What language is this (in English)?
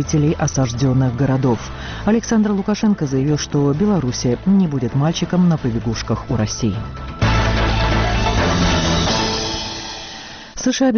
Russian